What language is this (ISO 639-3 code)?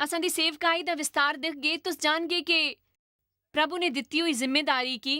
doi